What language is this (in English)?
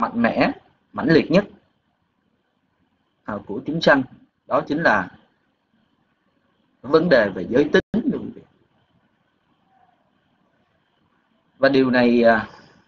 Vietnamese